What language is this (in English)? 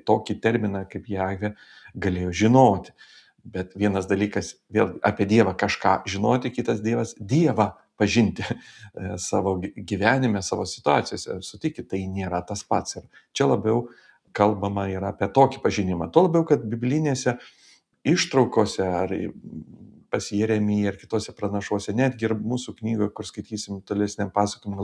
Lithuanian